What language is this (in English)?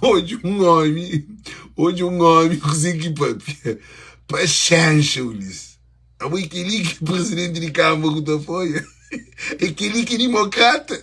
Kabuverdianu